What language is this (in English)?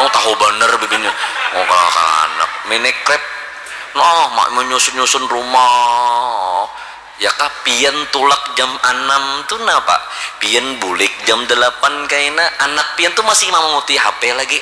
Banjar